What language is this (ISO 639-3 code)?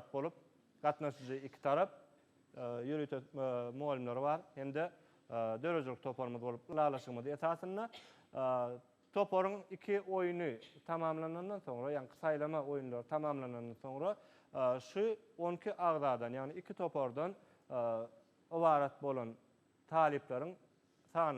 tuk